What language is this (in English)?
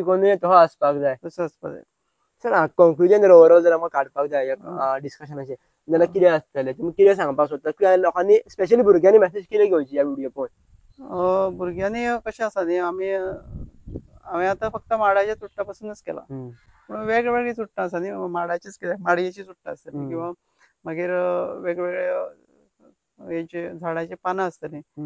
Konkani